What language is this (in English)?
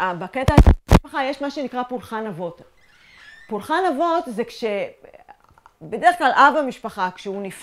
Hebrew